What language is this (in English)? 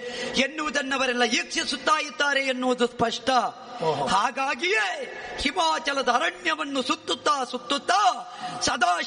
Kannada